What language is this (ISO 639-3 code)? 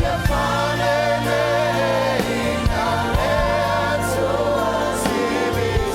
smo